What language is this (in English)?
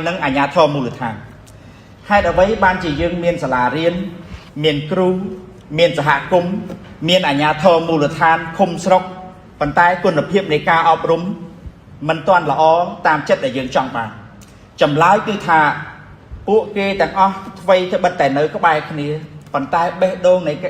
Khmer